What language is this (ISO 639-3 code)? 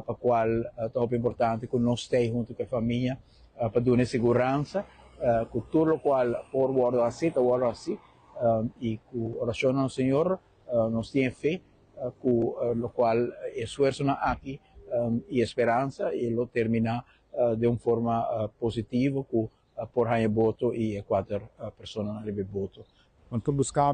pap